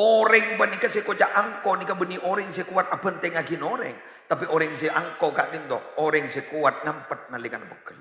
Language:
Madurese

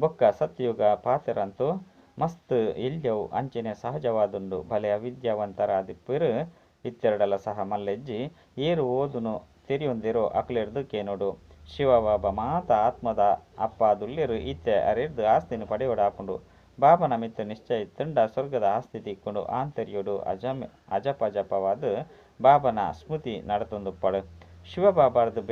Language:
Tulu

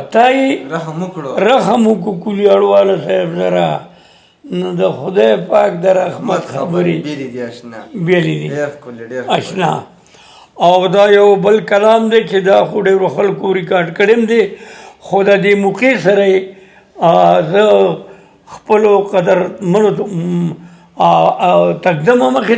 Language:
Pashto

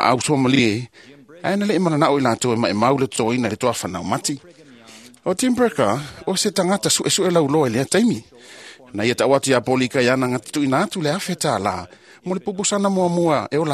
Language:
Samoan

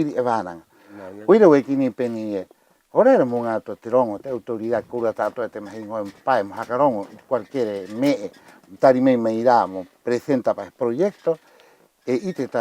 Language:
Rapanui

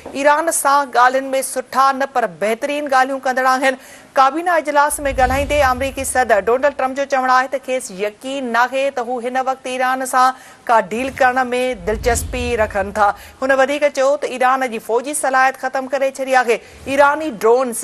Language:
Sindhi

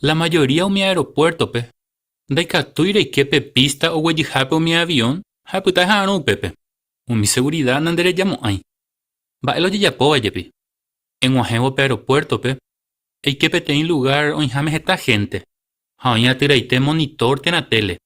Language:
Guarani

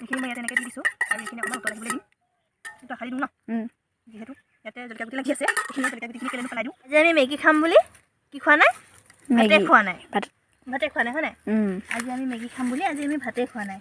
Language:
Assamese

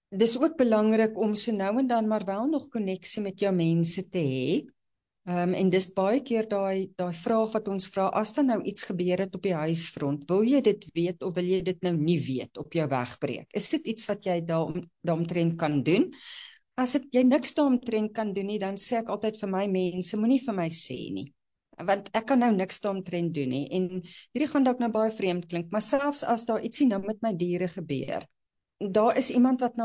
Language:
Afrikaans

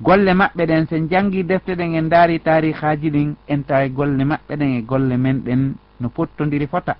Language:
Fula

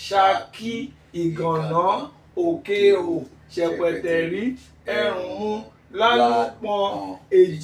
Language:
Yoruba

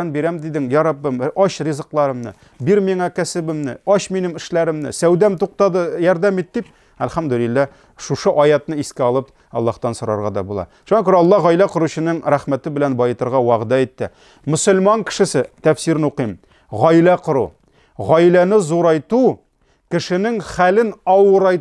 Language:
Tatar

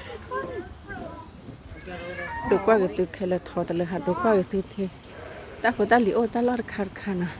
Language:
S'gaw Karen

